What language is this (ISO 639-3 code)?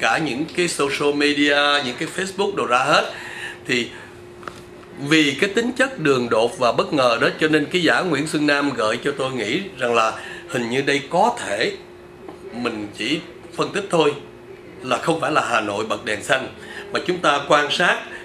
vie